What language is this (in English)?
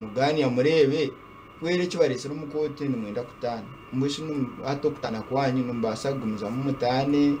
Nyankole